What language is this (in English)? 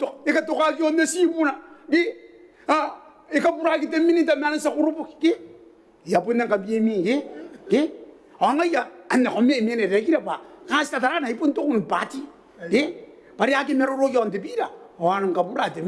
Gilbertese